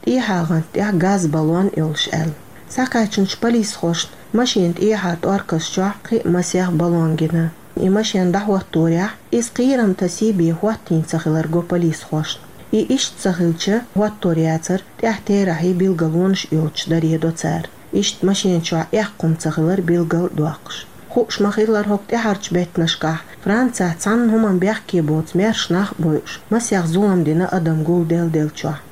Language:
Chechen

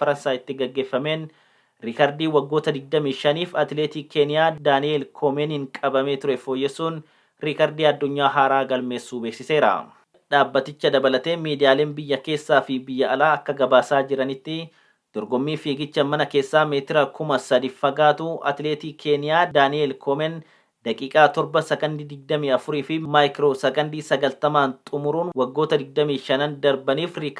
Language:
Oromo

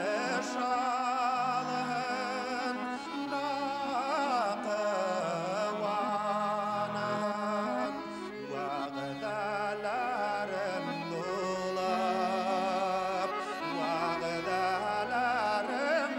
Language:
Bashkir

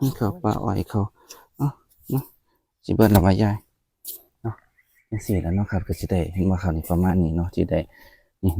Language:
Northeastern Thai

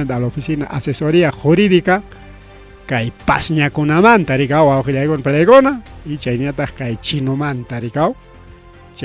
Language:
Ayacucho Quechua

